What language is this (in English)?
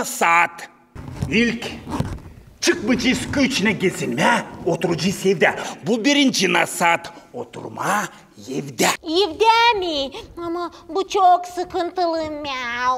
Gagauz